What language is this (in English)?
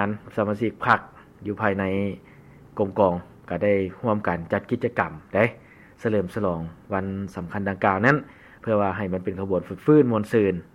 Lao